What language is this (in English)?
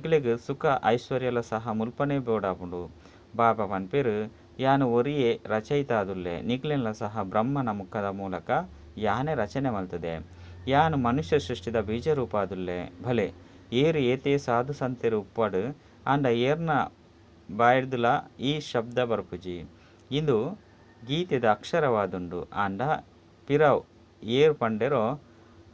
Tulu